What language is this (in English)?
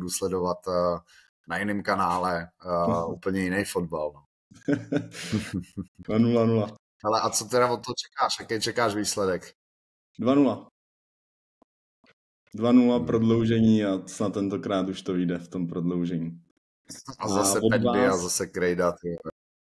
Czech